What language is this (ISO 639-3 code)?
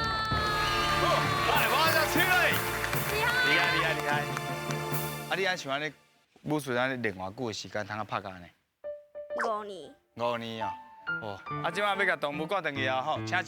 nan